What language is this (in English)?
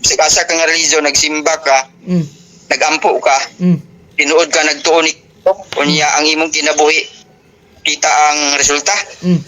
Cebuano